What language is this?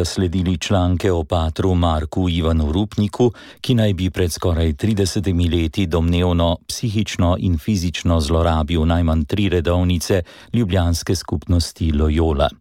Slovenian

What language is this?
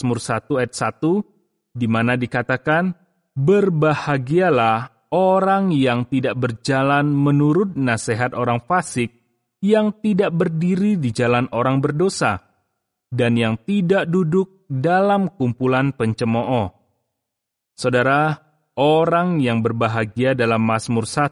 Indonesian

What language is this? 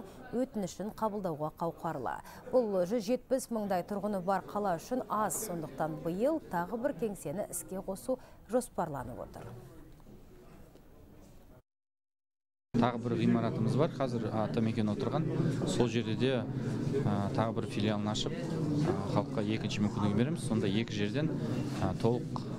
Kazakh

